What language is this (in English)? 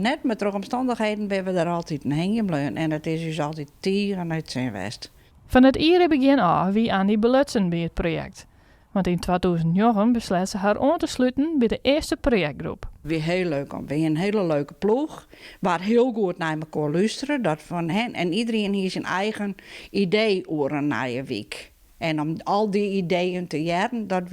Western Frisian